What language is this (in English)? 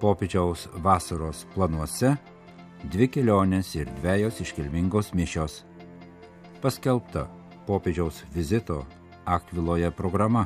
Lithuanian